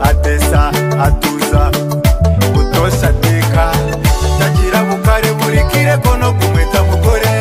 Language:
Nyoro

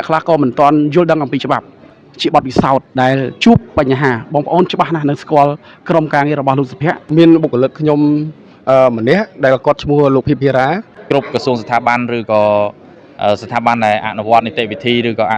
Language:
Khmer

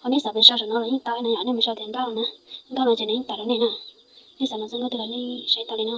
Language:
Hmong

